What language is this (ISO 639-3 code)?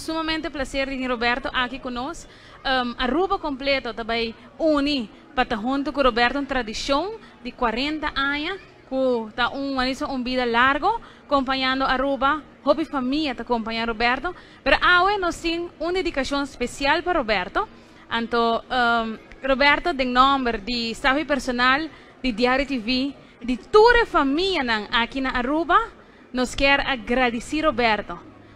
pap